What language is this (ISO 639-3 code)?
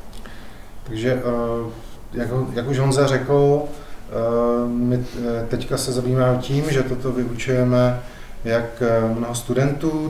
ces